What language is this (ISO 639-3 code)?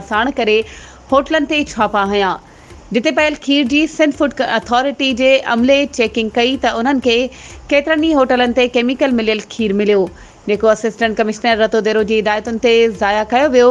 snd